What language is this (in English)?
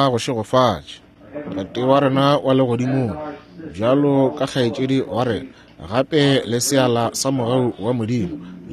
Northern Sotho